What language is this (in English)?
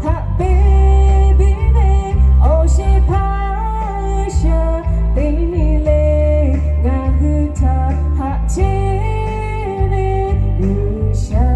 Lahu